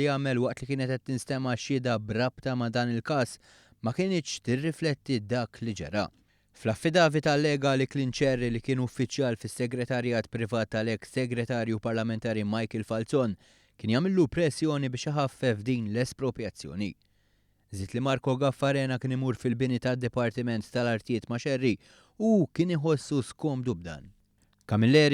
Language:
Maltese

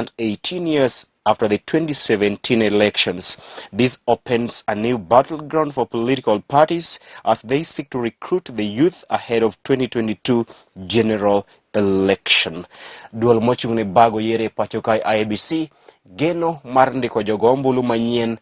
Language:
Luo (Kenya and Tanzania)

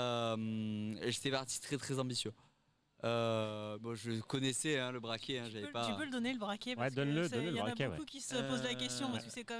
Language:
French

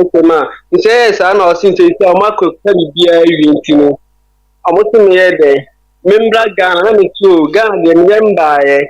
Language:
Akan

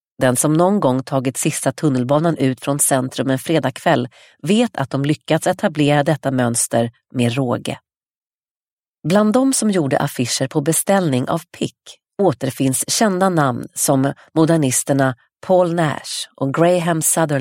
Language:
Swedish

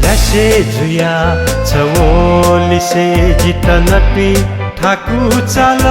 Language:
Newari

